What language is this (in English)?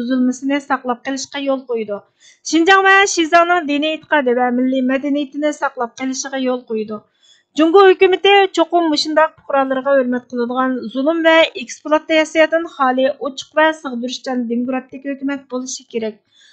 Uyghur